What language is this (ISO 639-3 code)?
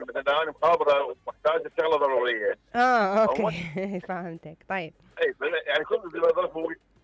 acm